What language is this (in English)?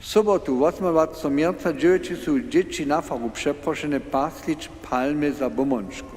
Upper Sorbian